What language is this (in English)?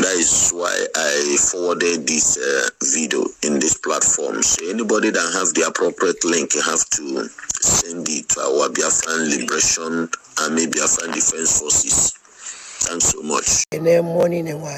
Igbo